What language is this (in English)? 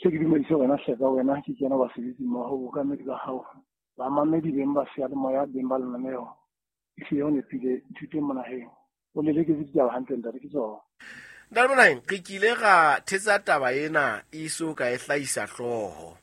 Southern Sotho